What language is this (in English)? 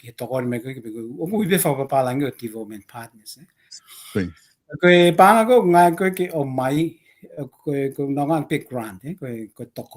Tongan